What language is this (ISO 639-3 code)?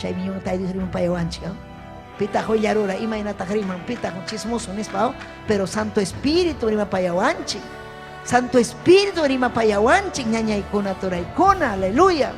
quy